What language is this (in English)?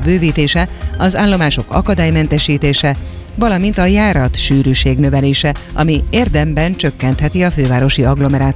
Hungarian